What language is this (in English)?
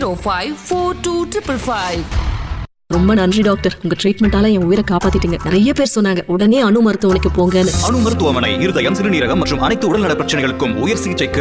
Tamil